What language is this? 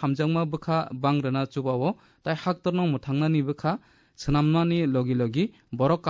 Kok Borok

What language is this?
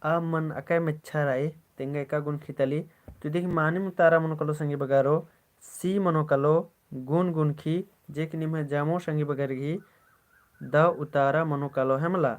Kurukh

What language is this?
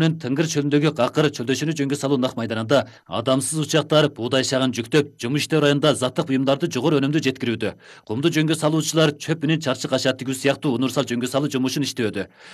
Kyrgyz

